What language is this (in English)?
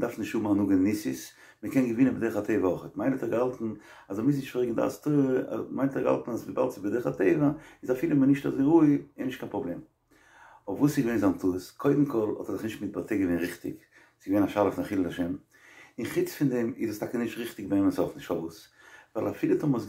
Yiddish